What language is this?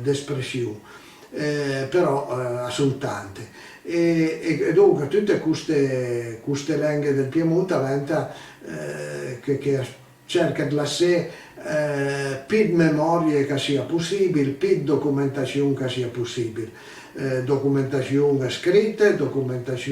Piedmontese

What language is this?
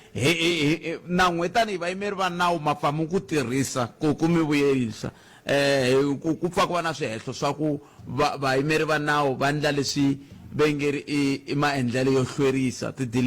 Tsonga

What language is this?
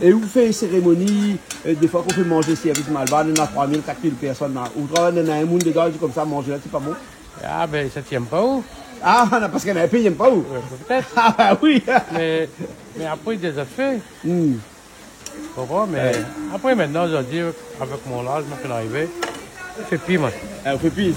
Réunion Creole French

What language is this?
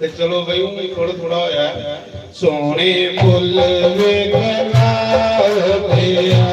Dogri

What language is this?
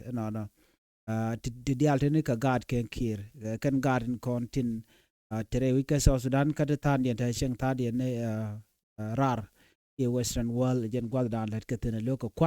Nuer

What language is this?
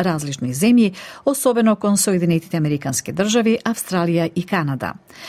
Macedonian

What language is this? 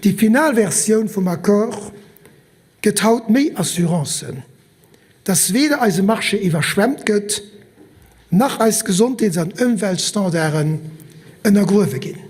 Luxembourgish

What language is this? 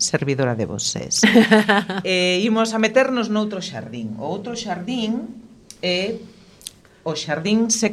Galician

